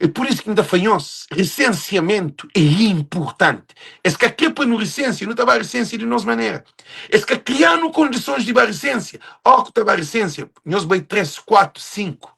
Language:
Kabuverdianu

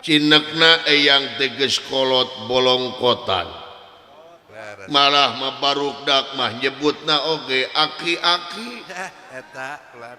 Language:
Sundanese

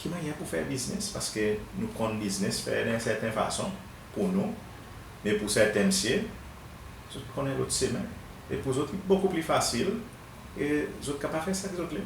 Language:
Seselwa Creole French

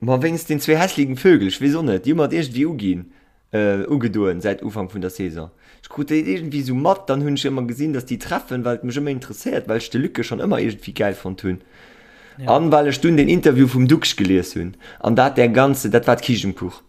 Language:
Luxembourgish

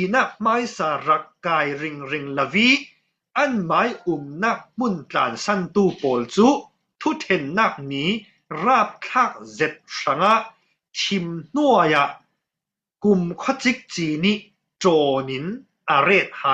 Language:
Falam Chin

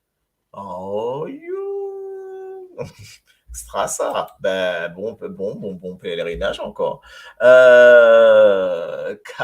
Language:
Morisyen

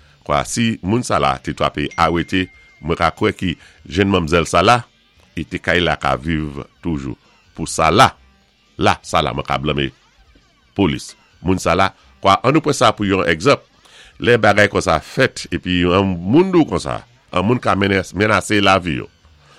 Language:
Saint Lucian Creole French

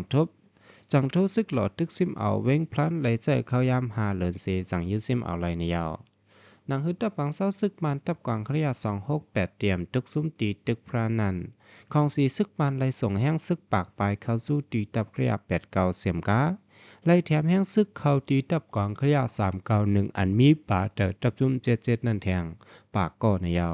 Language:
Shan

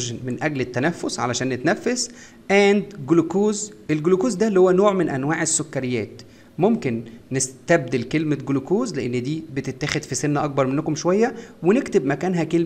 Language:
Egyptian Arabic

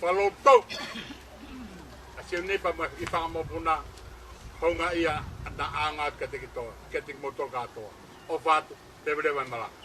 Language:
Tongan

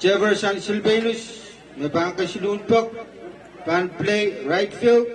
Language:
Pohnpeian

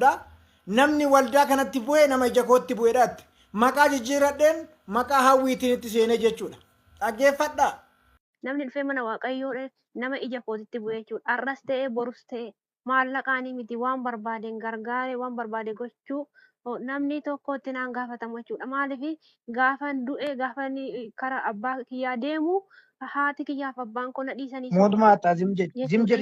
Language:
Oromo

